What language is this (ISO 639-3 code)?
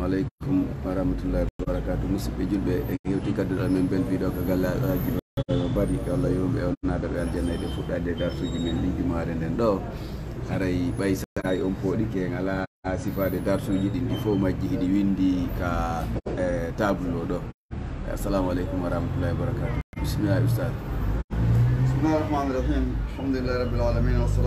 ful